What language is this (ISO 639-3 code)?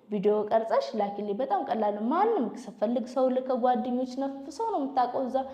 amh